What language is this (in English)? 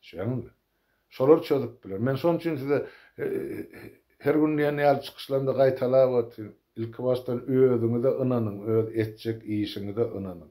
Turkmen